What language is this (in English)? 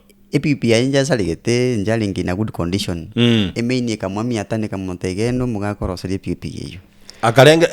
Gusii